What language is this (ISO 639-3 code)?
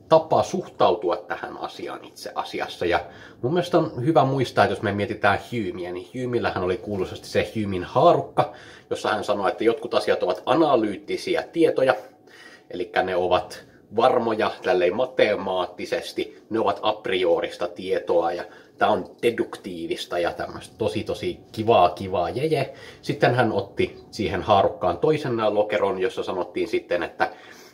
fin